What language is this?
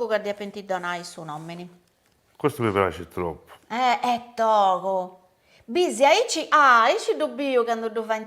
Sardinian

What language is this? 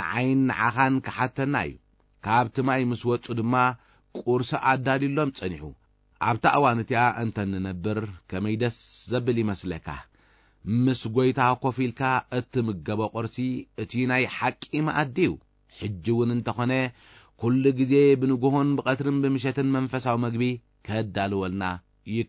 Tigrinya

